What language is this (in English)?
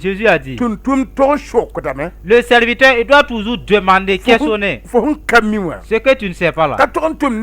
Mossi